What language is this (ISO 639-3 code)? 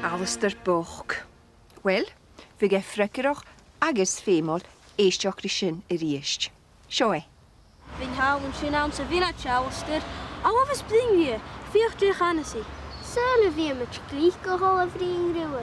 gla